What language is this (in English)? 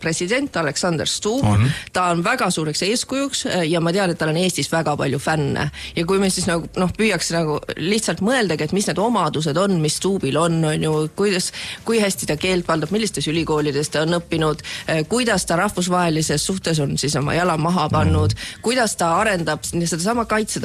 Estonian